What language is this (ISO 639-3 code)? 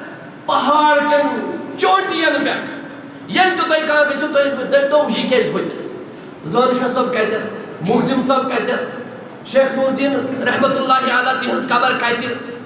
kas